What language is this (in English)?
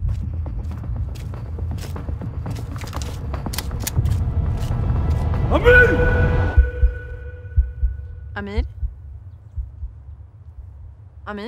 Swedish